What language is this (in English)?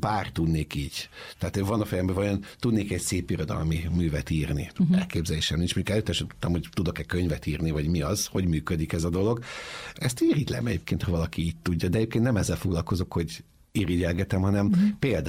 Hungarian